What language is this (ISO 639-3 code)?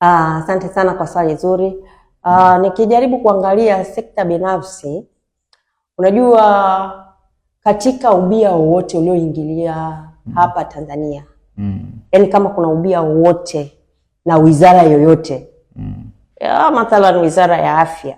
swa